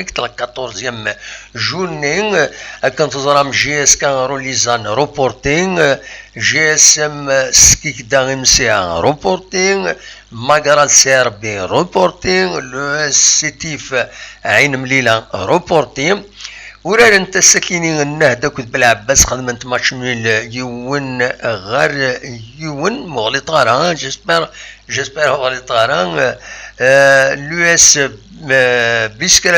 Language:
Kabyle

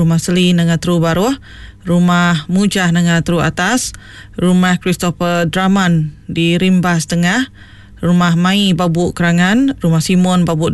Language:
Iban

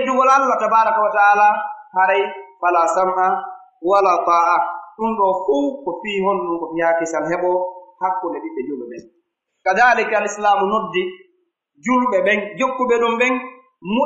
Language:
Pular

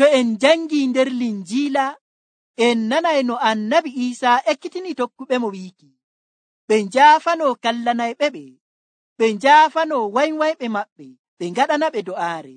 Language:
Nigerian Fulfulde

